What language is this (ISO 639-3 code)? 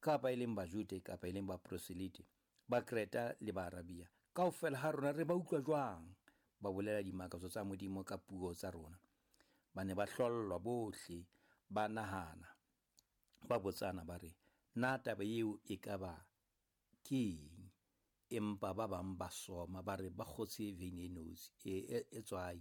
sot